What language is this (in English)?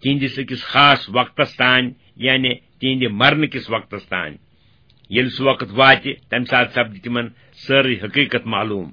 Kashmiri